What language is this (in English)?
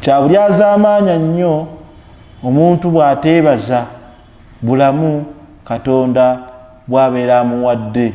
Ganda